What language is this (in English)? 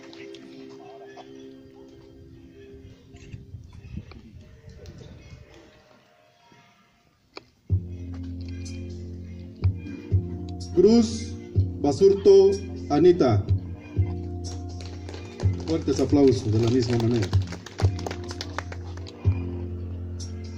Spanish